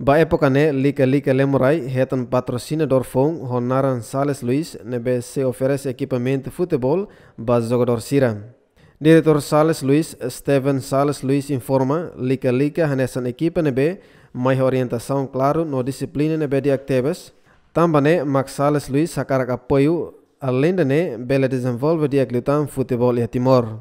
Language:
Tetum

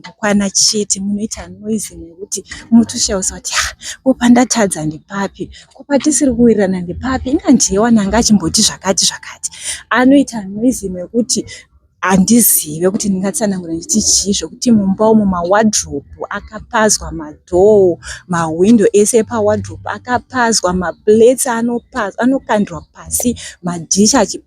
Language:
Shona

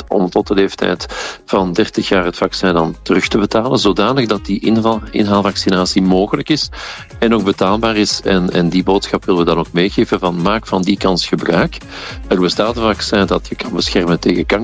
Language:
Dutch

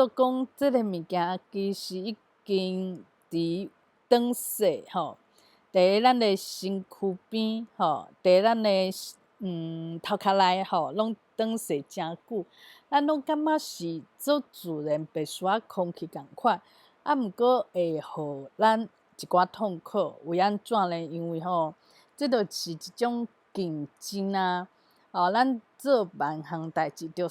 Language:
Min Nan Chinese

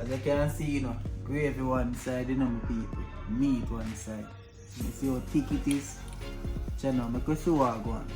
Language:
Jamaican Creole English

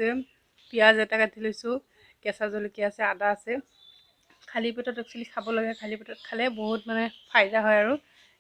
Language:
Assamese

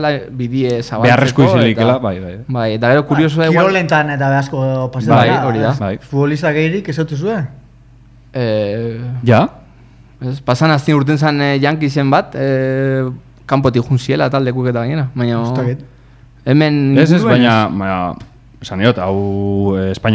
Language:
Basque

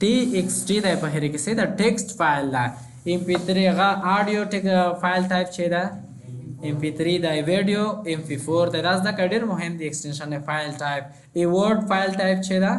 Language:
Pashto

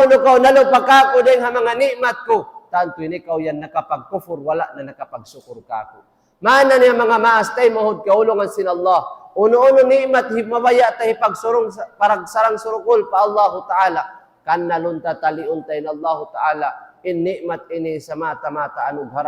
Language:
Tausug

